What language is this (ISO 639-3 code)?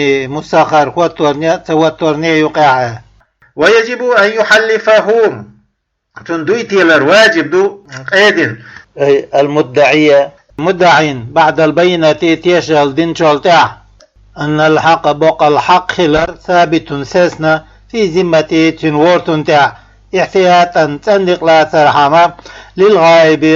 che